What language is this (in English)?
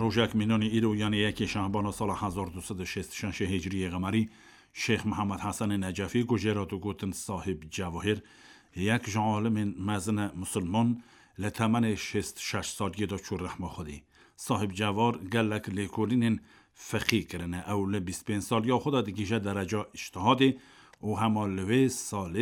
Kurdish